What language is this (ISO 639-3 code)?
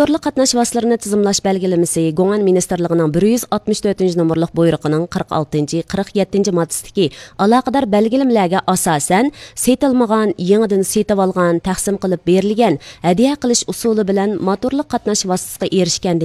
uig